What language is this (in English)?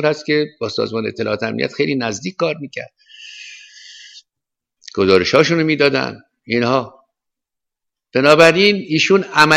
Persian